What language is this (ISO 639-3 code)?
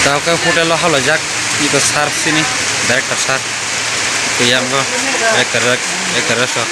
trp